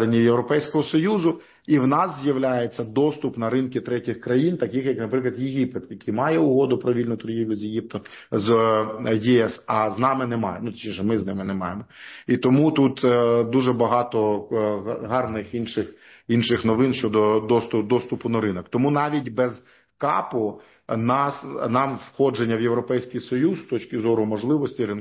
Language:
Ukrainian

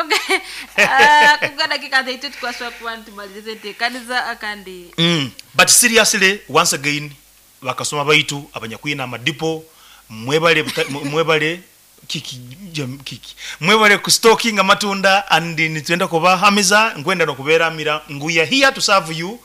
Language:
Nyoro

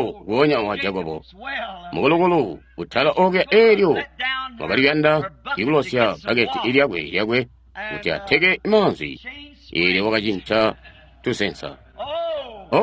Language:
Tonga (Zambia)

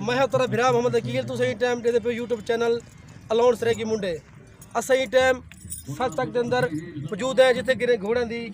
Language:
Saraiki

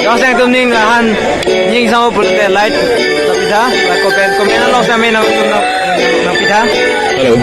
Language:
Karbi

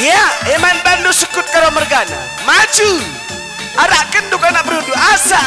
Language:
Batak Karo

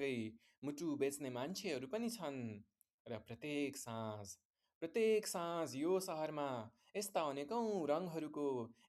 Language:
Nepali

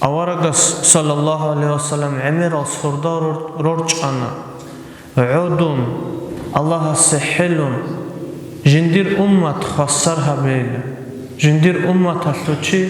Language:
Avaric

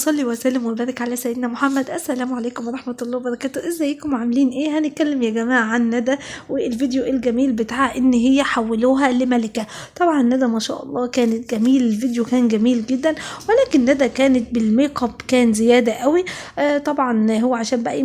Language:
Egyptian Arabic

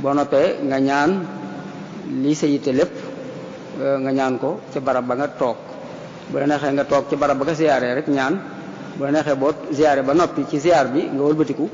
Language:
Wolof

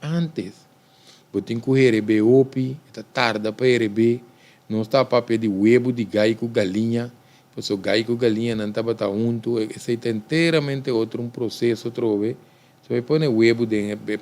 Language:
Papiamento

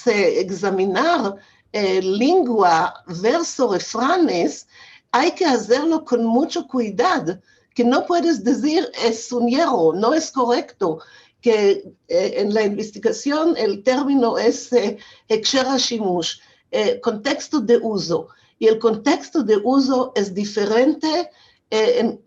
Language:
Ladino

